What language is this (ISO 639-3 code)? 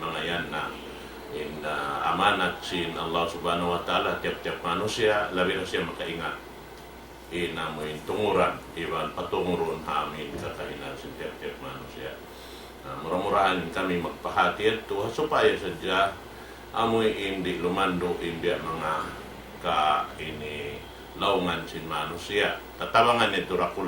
tsg